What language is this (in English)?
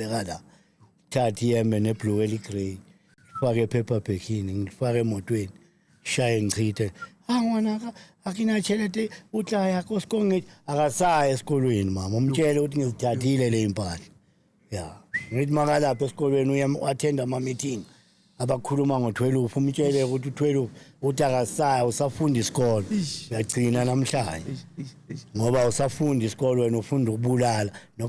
Zulu